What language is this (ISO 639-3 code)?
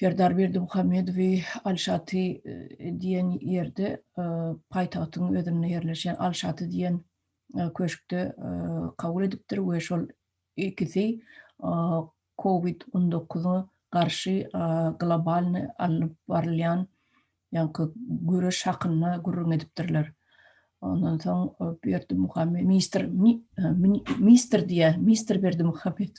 tuk